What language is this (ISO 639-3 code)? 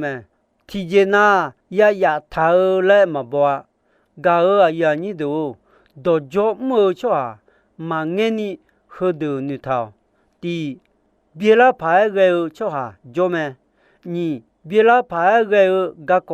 ahk